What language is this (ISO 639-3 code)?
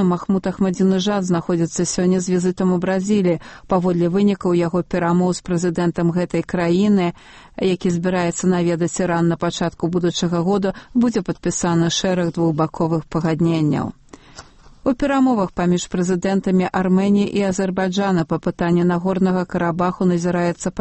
bel